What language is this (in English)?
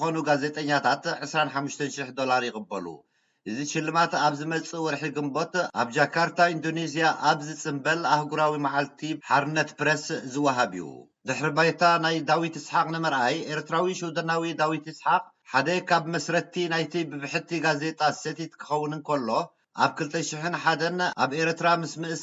Tigrinya